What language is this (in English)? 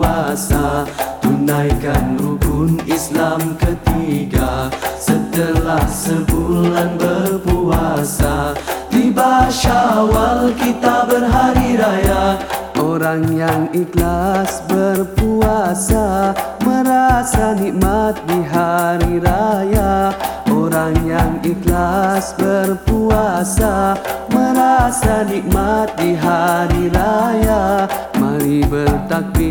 Malay